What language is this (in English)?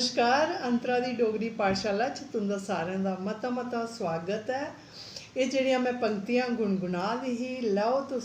Dogri